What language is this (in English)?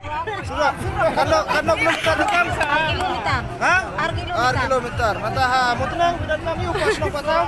Khasi